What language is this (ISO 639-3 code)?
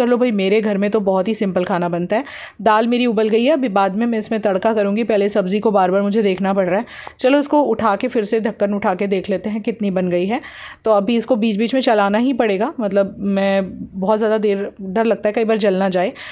hin